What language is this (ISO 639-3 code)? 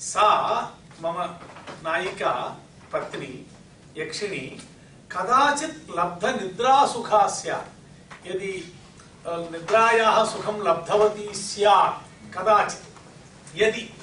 san